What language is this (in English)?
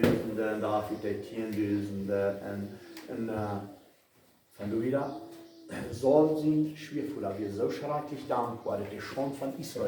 Plautdietsch